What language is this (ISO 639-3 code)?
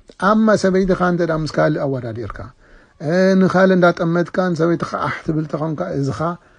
tir